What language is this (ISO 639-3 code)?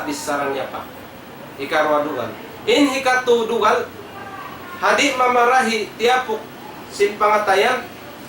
tsg